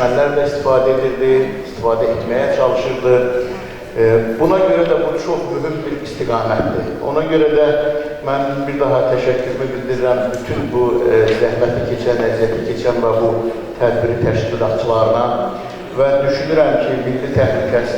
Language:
Azerbaijani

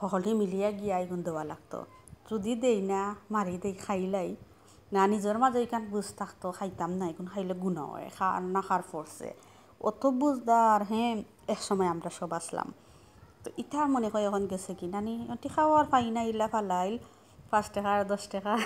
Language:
Sylheti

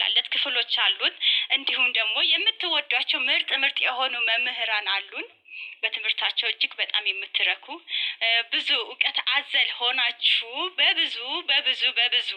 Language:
Amharic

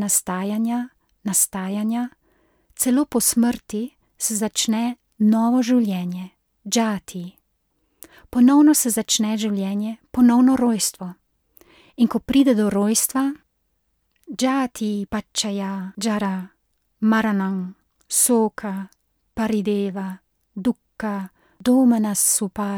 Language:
Slovenian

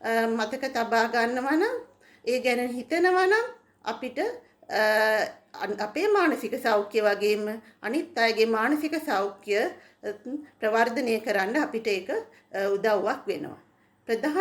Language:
Sinhala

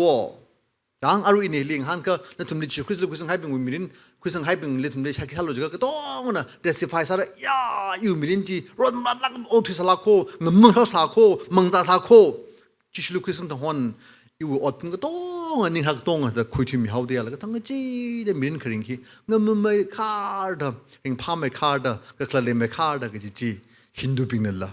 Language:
Tangkhul Naga (India)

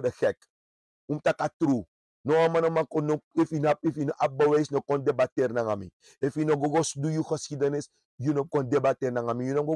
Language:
Sranan Tongo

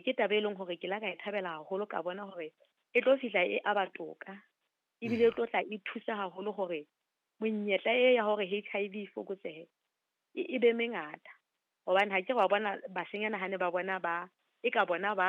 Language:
Southern Sotho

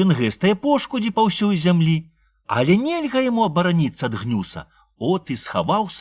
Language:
Belarusian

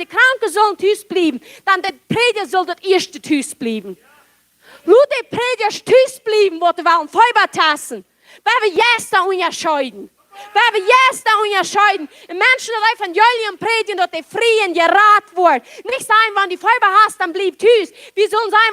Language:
Plautdietsch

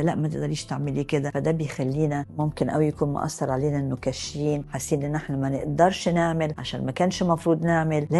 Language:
Egyptian Arabic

